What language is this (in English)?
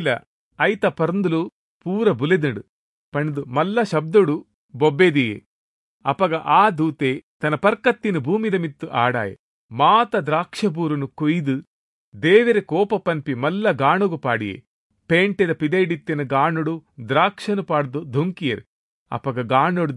Tulu